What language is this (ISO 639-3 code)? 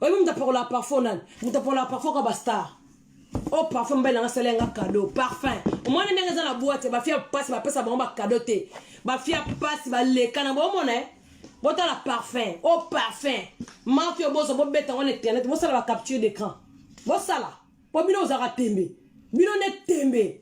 lin